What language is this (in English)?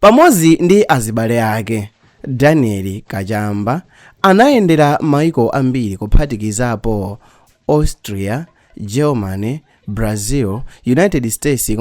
Nyanja